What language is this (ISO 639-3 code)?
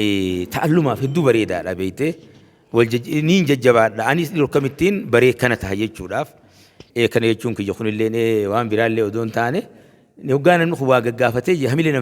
orm